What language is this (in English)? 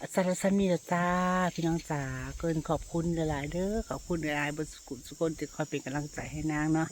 Northeastern Thai